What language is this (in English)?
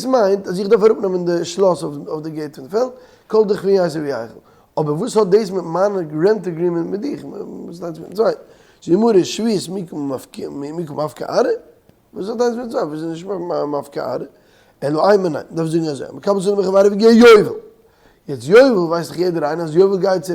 Yiddish